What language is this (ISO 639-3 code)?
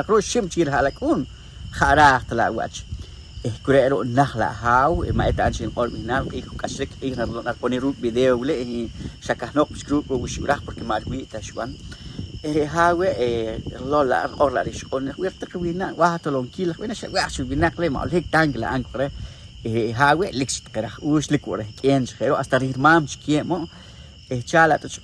poh